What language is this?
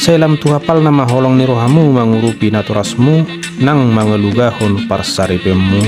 Batak Toba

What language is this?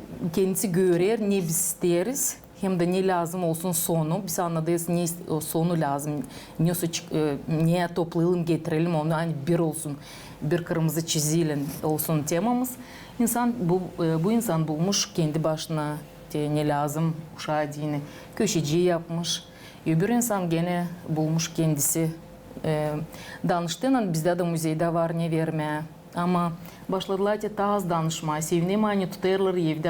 Gagauz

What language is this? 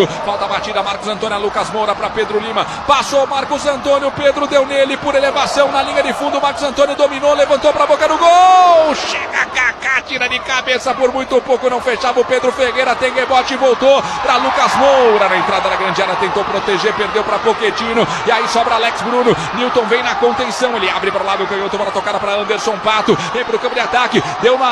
Portuguese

